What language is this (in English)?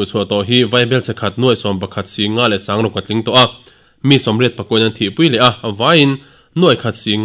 Mizo